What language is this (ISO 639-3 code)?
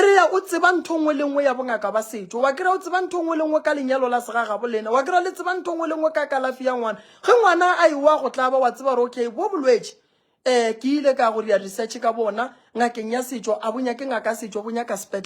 nso